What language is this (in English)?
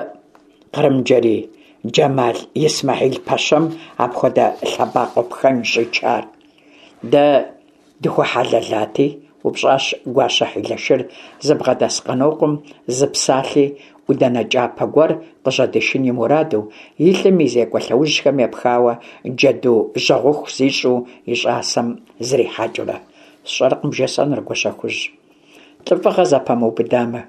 Kabardian